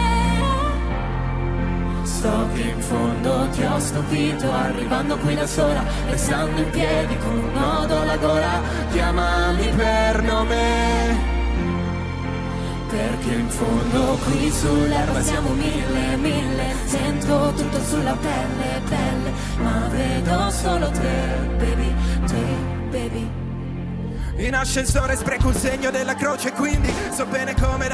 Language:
Italian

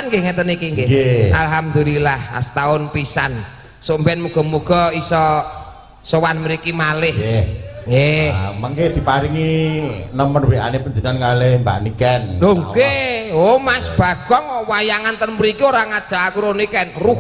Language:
Javanese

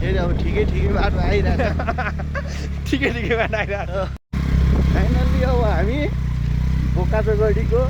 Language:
Nepali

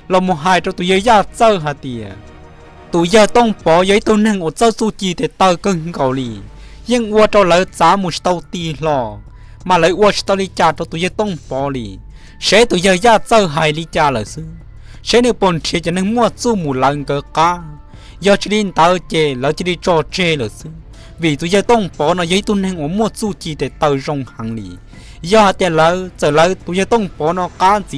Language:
Hmong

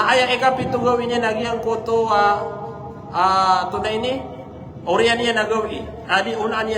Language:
Maranao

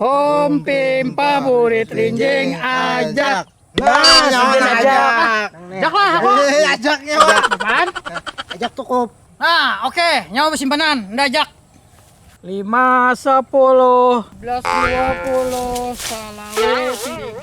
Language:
Banjar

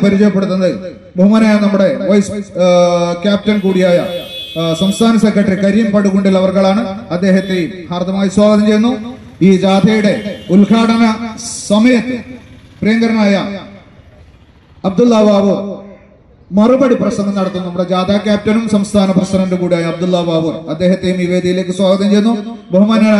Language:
Malayalam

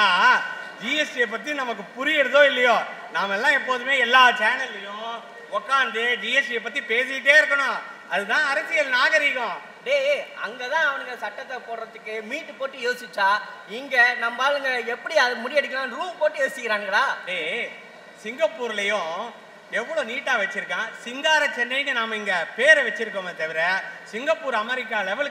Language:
Tamil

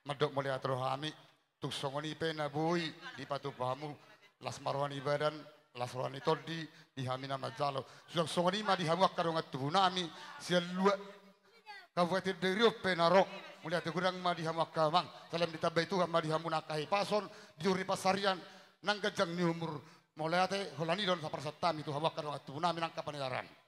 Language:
Batak Toba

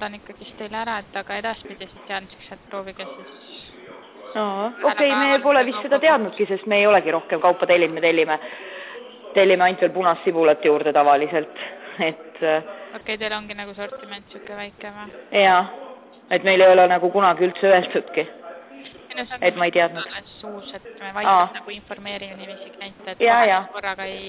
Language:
Estonian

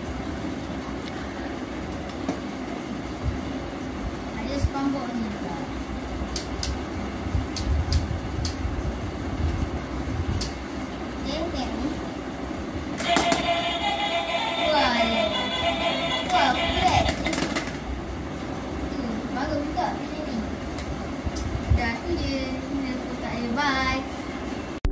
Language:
Malay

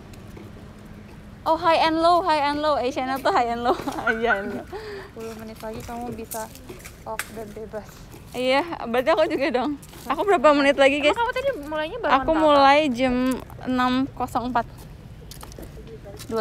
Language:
Indonesian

